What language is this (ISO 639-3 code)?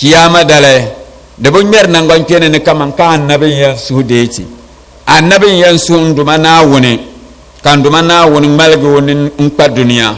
dag